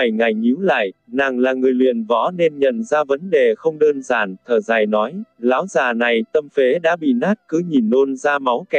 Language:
Vietnamese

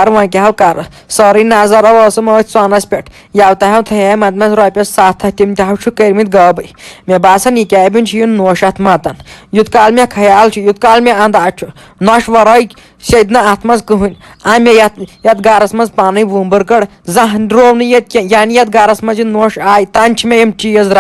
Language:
Kashmiri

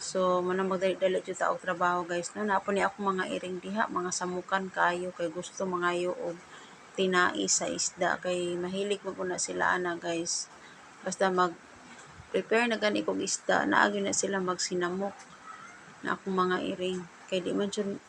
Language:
Cebuano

